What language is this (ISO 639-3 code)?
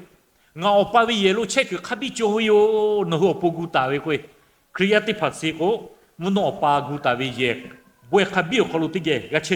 lhu